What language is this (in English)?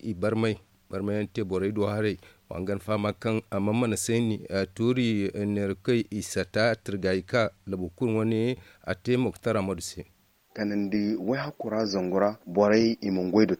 Zarma